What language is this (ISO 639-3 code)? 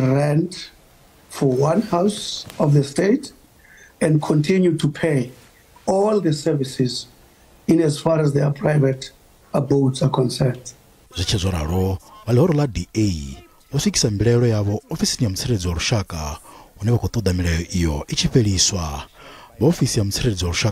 ven